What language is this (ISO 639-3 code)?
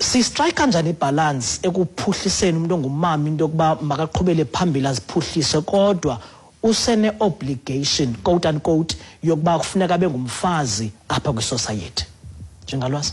xho